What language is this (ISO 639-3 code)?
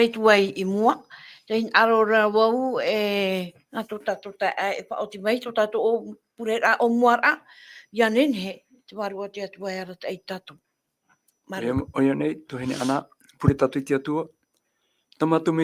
tah